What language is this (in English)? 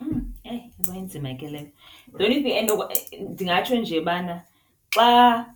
Xhosa